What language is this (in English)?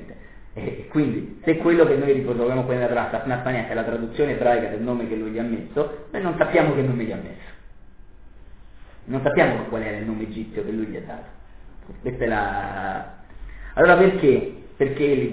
Italian